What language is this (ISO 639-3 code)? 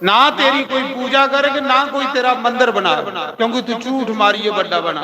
doi